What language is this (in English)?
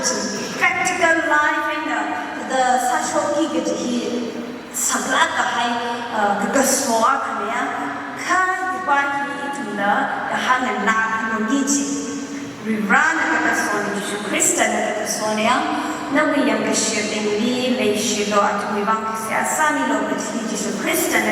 Tangkhul Naga (India)